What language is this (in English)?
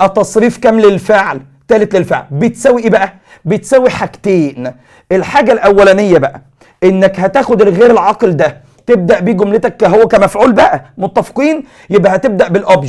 Egyptian Arabic